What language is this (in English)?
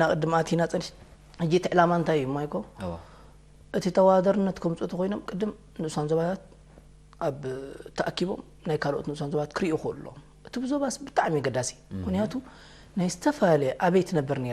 Tigrinya